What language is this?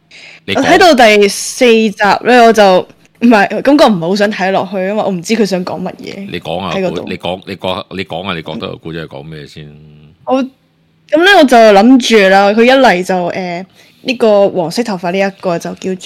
Cantonese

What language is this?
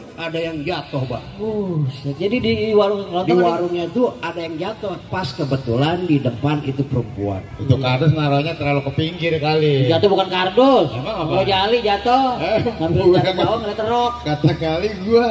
Betawi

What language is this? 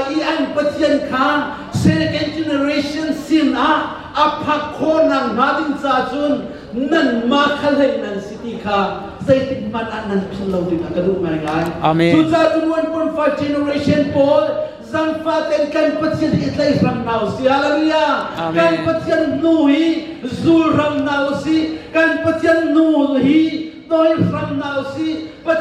Hakha Chin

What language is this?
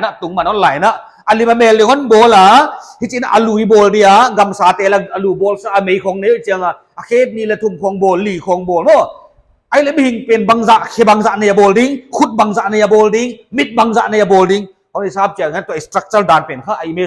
Paite Chin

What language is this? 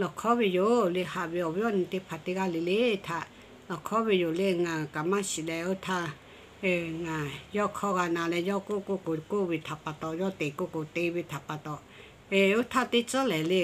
Lahu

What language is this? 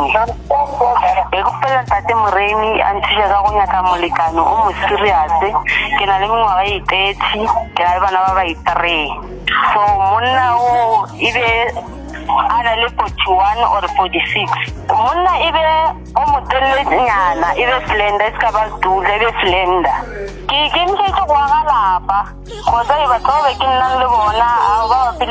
Northern Sotho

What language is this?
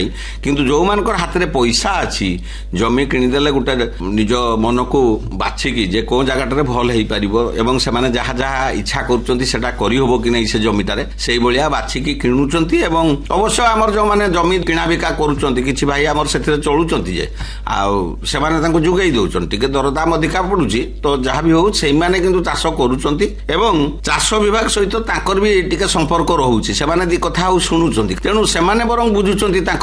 Odia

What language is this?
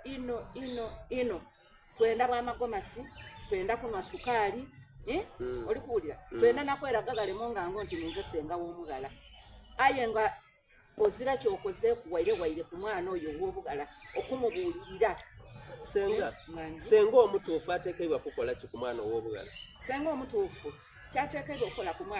Soga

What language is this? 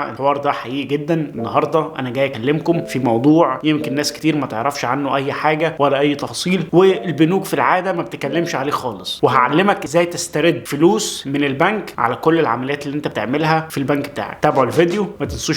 Egyptian Arabic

